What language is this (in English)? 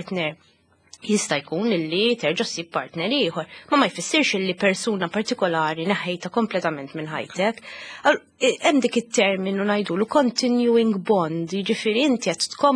Maltese